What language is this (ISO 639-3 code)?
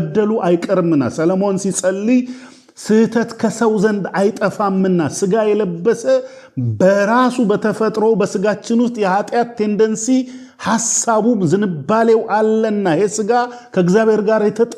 amh